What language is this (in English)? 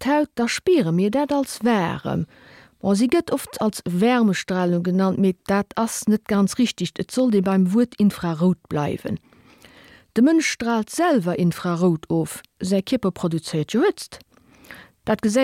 Luxembourgish